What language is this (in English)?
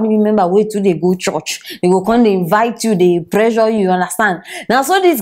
Nigerian Pidgin